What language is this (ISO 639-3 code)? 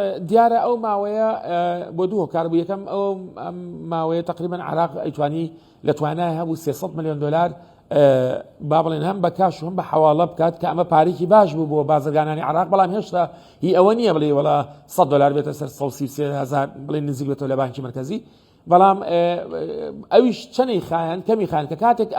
ckb